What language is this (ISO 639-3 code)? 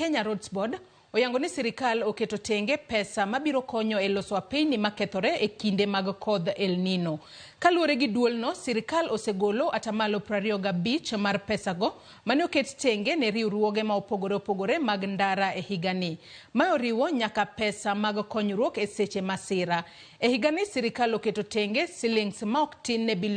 luo